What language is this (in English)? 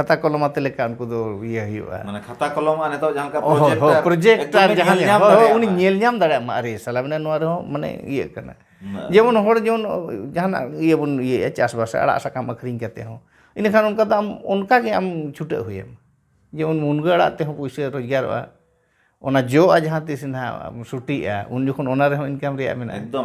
Santali